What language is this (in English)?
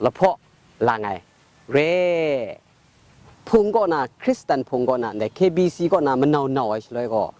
Kachin